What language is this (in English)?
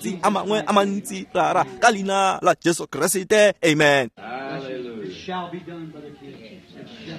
Tswana